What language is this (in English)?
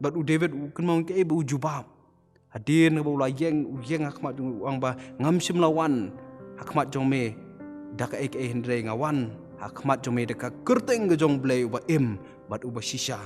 Khasi